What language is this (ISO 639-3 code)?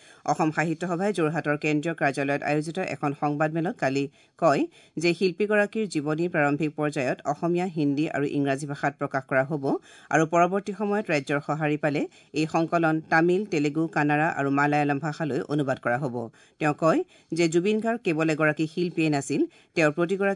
asm